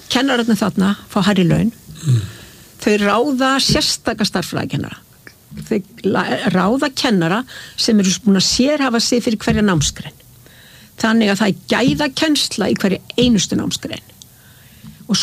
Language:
Icelandic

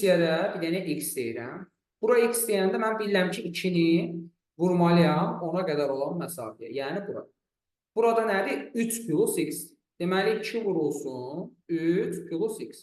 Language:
Azerbaijani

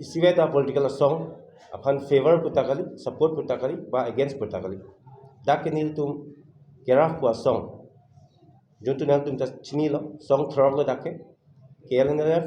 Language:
Karbi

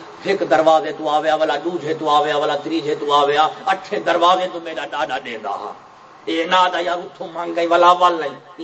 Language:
Saraiki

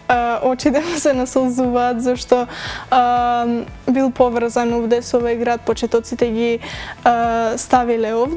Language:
Macedonian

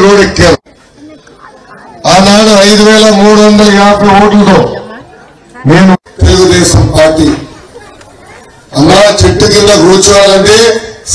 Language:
Telugu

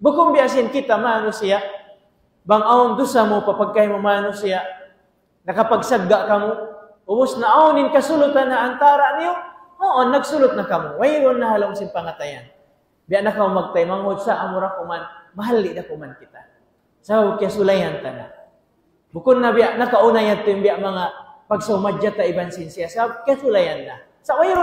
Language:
Tausug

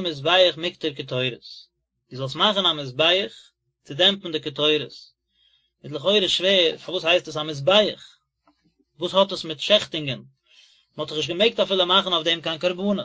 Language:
Yiddish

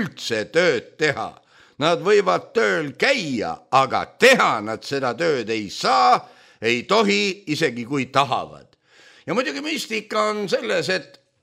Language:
Estonian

